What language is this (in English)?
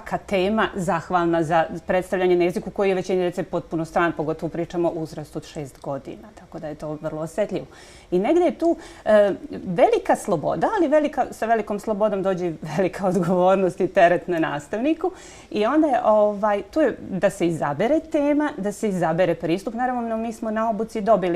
Bosnian